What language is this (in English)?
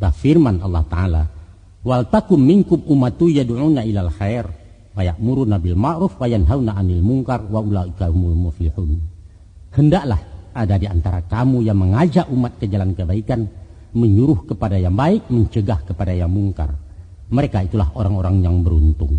Minangkabau